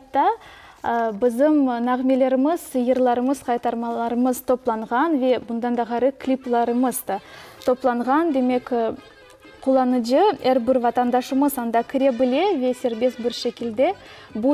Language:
Crimean Tatar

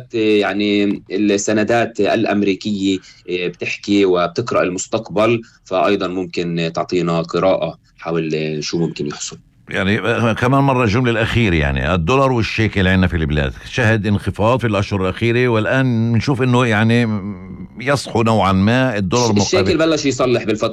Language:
North Levantine Arabic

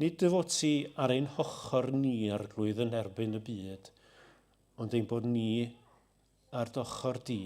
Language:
Welsh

